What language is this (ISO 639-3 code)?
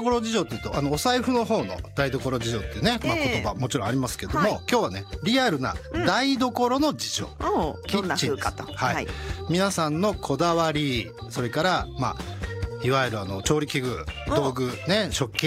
jpn